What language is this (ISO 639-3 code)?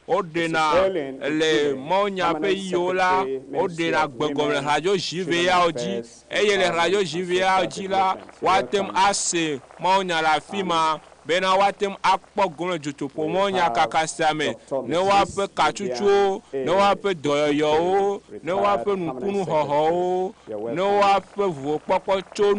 ewe